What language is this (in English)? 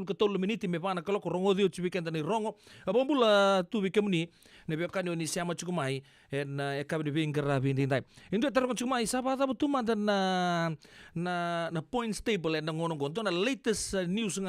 Fijian